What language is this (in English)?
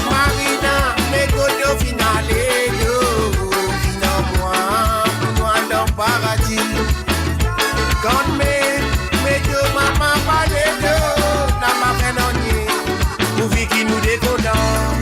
Morisyen